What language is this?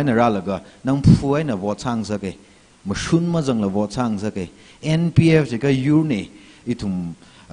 Tangkhul Naga (India)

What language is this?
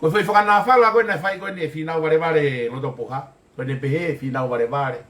Tongan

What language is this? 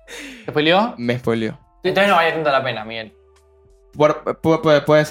Spanish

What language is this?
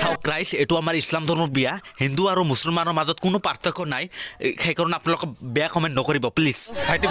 Assamese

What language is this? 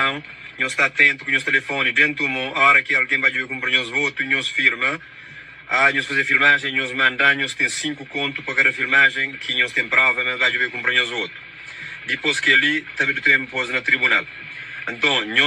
Kabuverdianu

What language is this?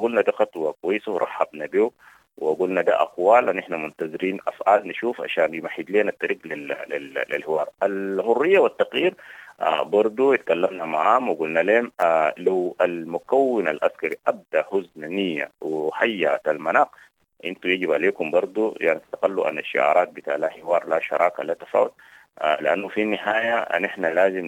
Sudanese Arabic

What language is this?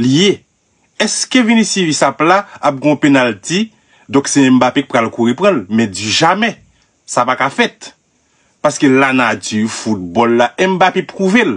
Haitian Creole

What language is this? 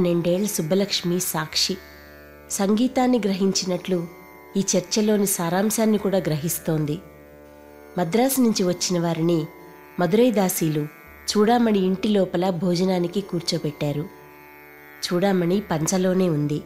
Telugu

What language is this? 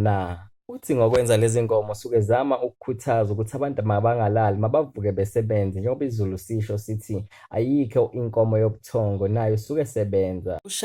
Zulu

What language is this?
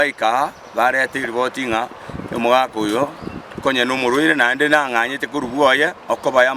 Gusii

